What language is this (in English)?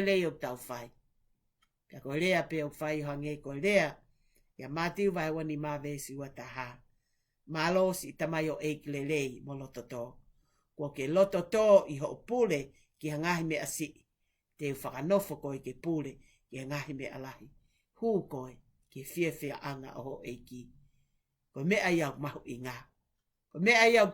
Tongan